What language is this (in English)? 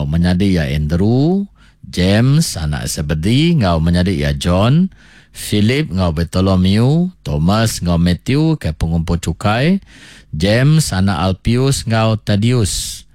Iban